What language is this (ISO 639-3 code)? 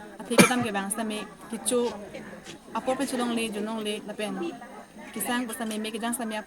mjw